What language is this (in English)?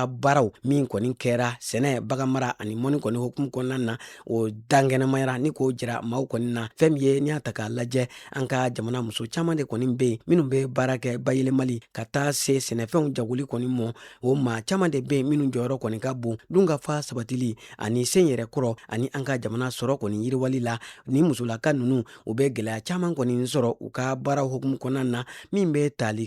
Bambara